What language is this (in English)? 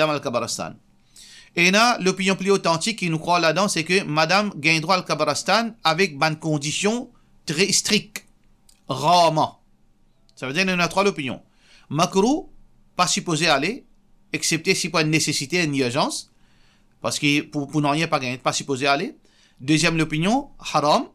Morisyen